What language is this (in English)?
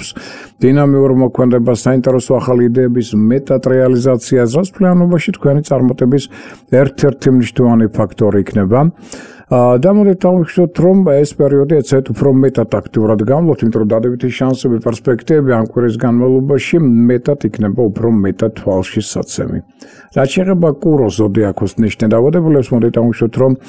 Georgian